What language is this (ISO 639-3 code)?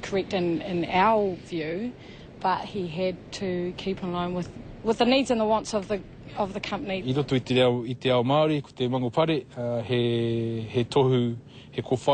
mri